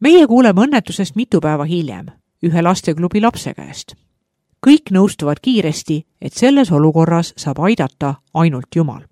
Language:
Estonian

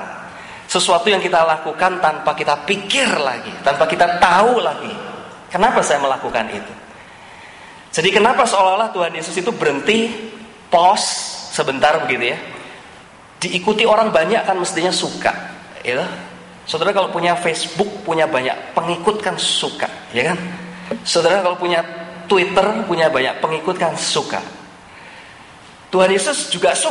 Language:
Indonesian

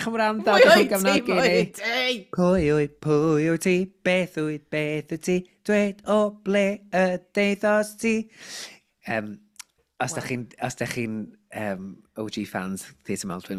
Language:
Welsh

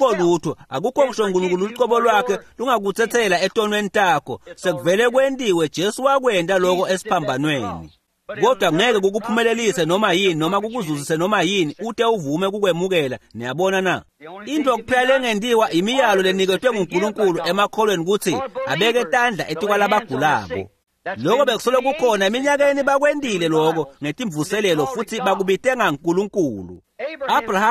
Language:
Swati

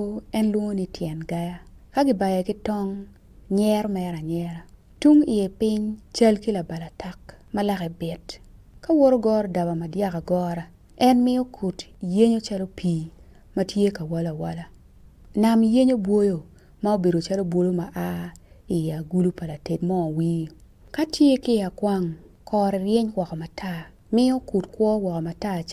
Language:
Acoli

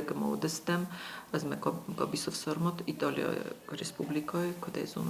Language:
Ossetic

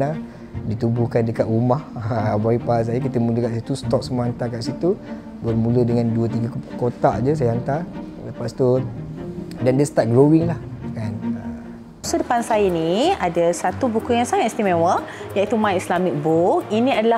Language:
Malay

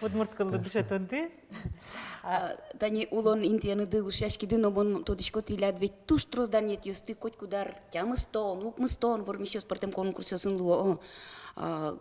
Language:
Udmurt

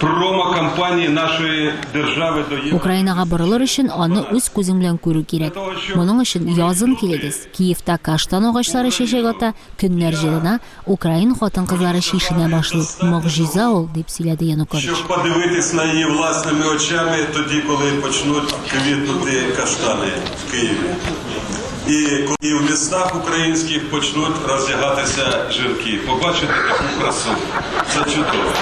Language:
Tatar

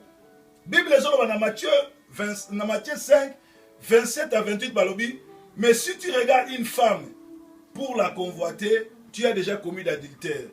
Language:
Lingala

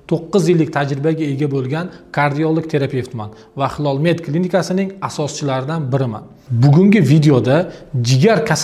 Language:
Uzbek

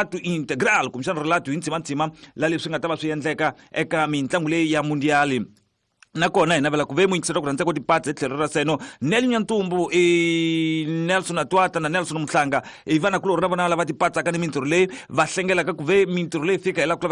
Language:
Tsonga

